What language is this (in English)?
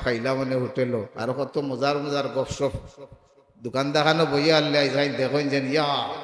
Sylheti